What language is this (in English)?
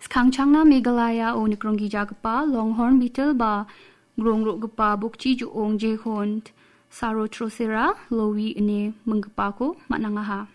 Garo